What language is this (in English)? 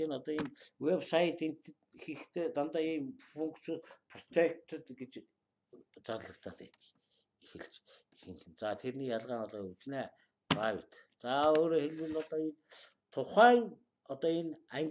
Mongolian